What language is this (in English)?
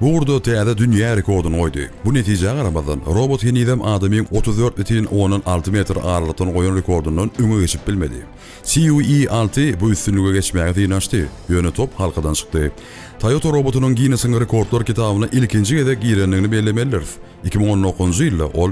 Turkmen